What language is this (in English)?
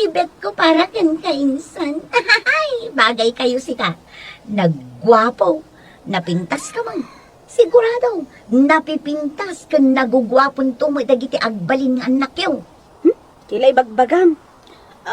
Iloko